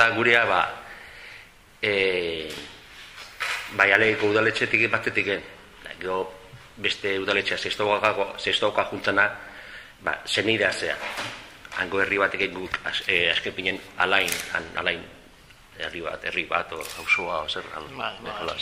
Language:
Basque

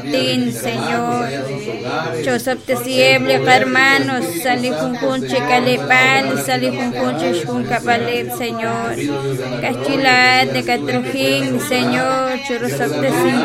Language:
Kekchí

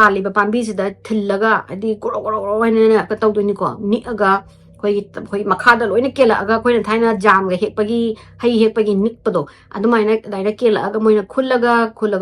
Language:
Manipuri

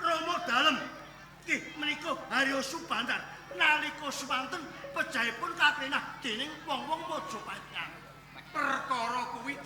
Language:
Javanese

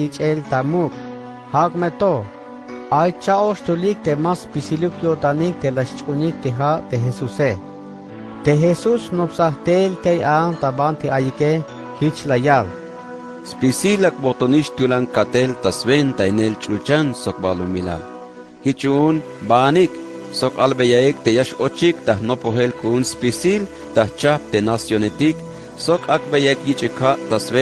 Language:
Tzeltal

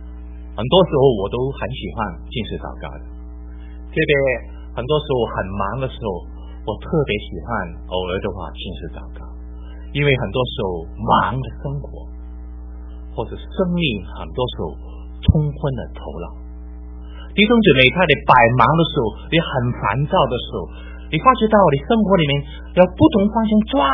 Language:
Chinese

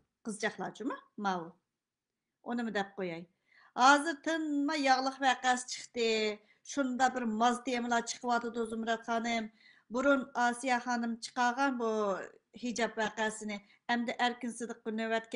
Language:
Uyghur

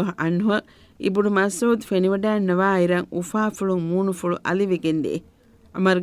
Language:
Divehi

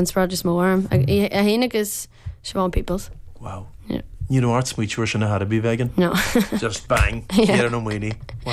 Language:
Irish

